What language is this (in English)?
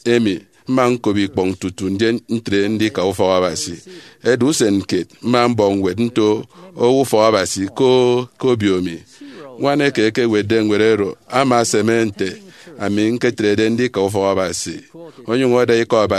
Efik